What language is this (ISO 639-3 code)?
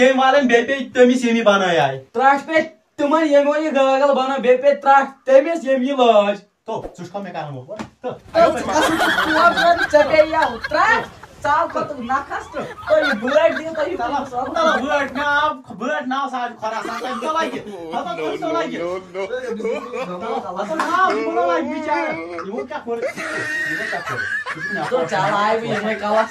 kas